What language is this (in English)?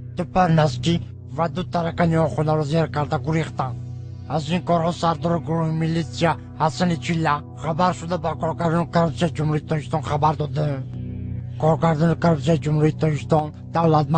Tajik